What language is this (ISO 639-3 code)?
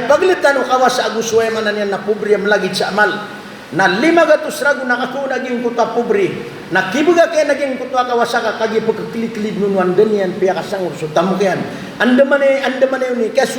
mrw